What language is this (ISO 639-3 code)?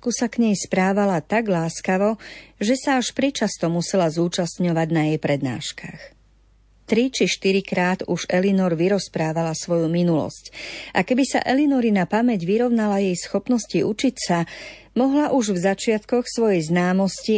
slk